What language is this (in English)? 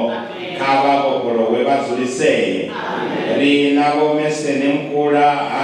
Venda